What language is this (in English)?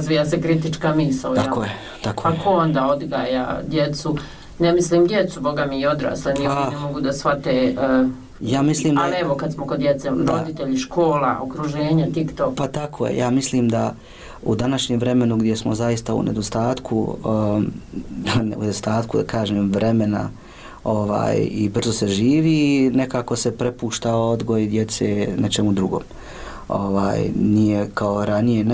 Bosnian